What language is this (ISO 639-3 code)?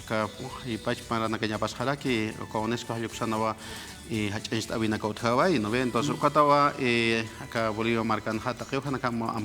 aym